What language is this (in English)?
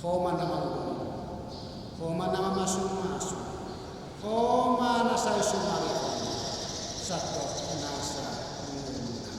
Batak Toba